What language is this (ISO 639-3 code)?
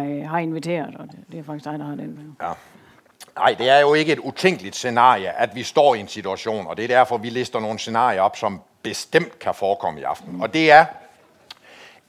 dan